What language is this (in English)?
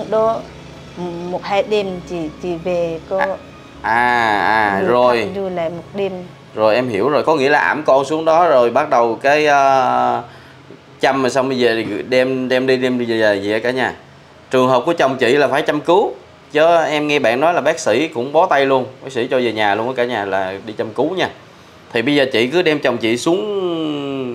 Vietnamese